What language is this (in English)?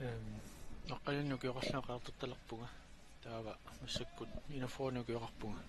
Kalaallisut